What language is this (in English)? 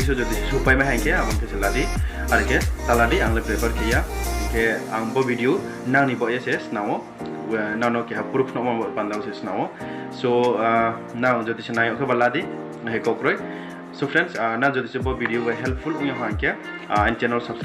Riang (India)